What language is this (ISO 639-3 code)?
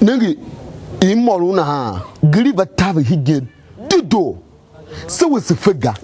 tiv